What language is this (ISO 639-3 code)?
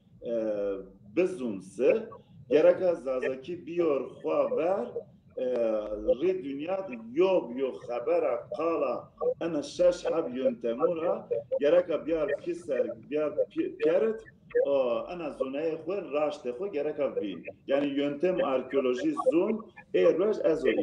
zza